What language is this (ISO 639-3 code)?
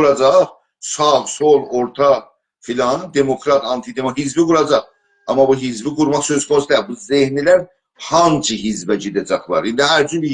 azb